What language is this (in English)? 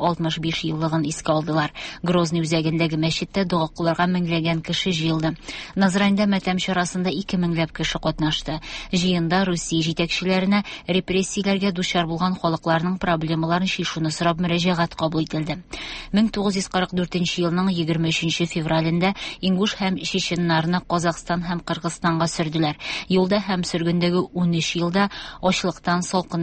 Tatar